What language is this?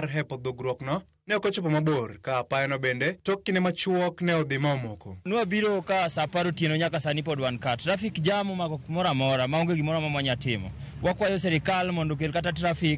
Luo (Kenya and Tanzania)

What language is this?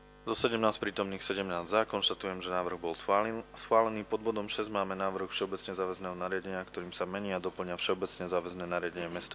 Slovak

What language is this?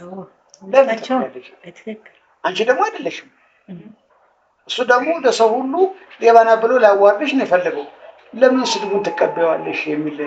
Amharic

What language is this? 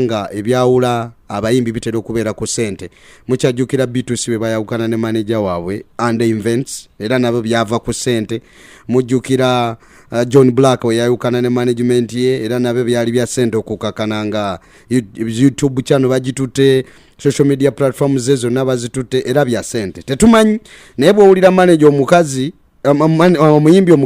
Ganda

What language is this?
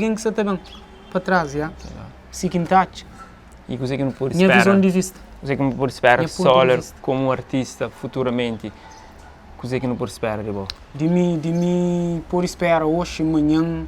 Kabuverdianu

